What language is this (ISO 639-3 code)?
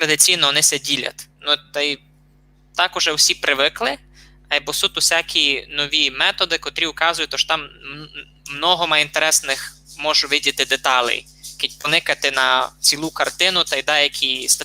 rue